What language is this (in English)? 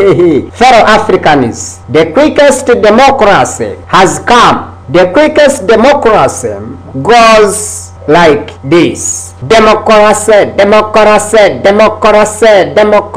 Kinyarwanda